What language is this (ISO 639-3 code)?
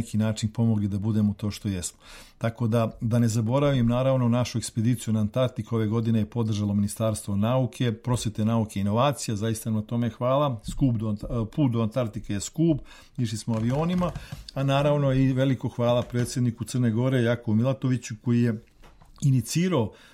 srp